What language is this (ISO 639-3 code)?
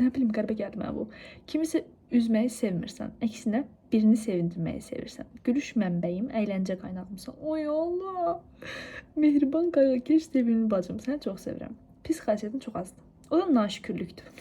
aze